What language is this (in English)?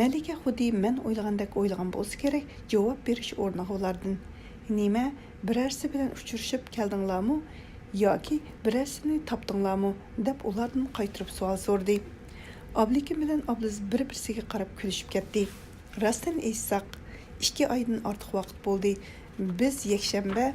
Uyghur